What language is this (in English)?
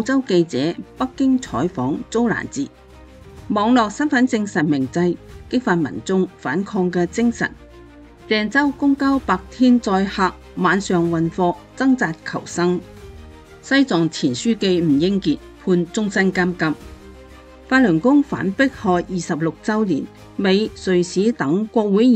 Cantonese